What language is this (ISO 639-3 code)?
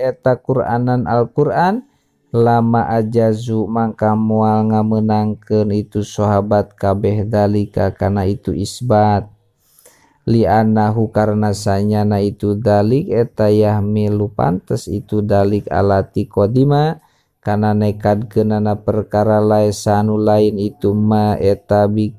sun